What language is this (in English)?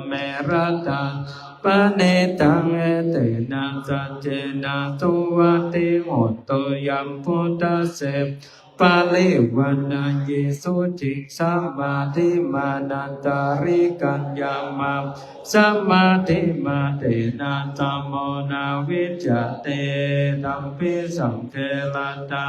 Pali